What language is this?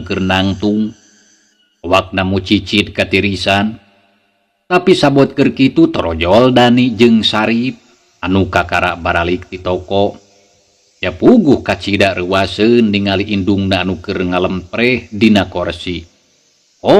Sundanese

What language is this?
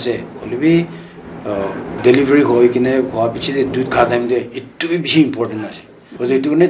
Naga Pidgin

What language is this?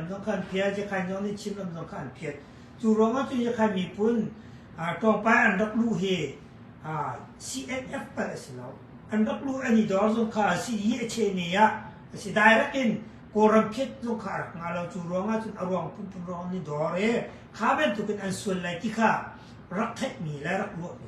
Hakha Chin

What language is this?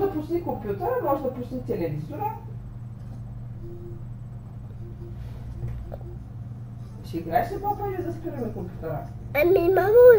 Bulgarian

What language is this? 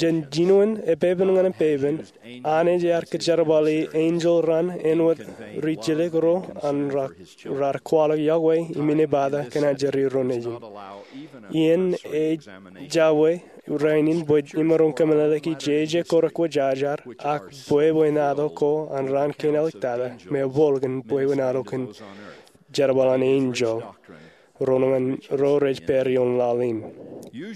Marshallese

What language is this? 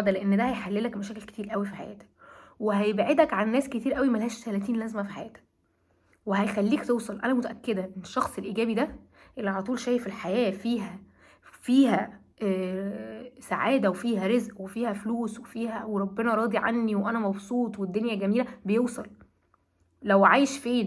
Egyptian Arabic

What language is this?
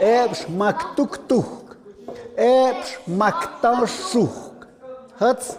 Tlahuitoltepec Mixe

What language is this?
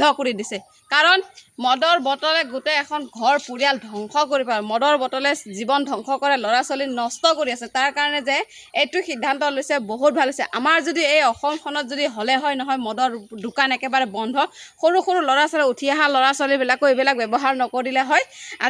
Assamese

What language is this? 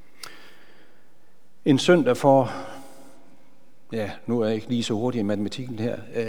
Danish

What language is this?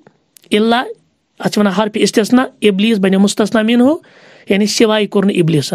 Kashmiri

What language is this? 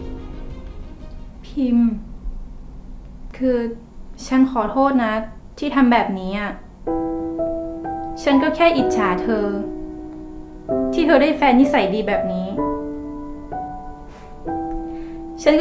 Thai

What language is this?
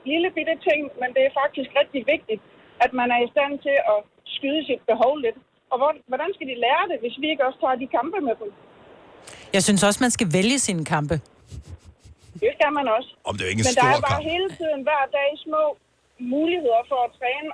Danish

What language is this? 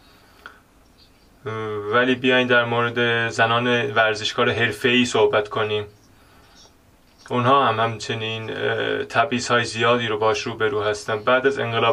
Persian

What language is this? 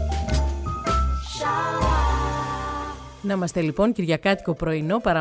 Greek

